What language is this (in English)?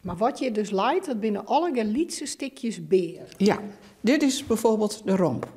Western Frisian